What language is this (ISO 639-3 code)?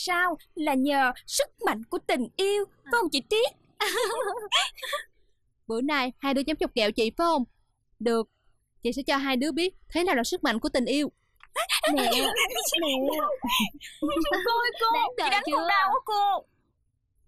vie